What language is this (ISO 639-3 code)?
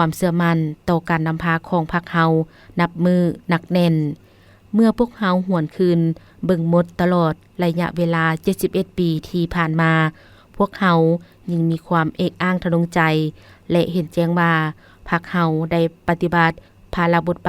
lao